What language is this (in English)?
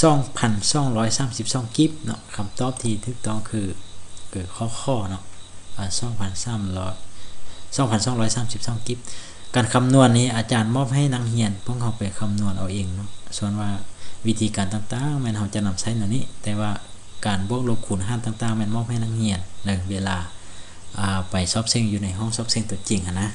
Lao